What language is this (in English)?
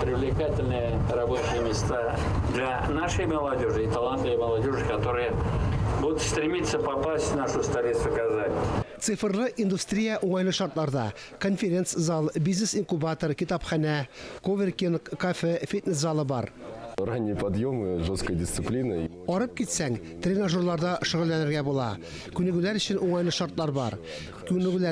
Tatar